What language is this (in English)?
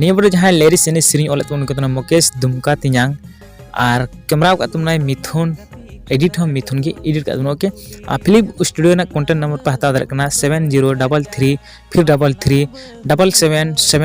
Santali